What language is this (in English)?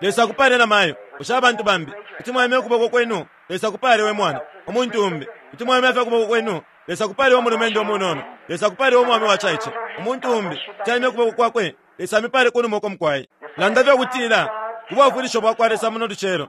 Bemba